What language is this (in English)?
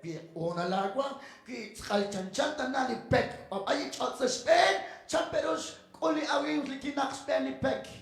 Kekchí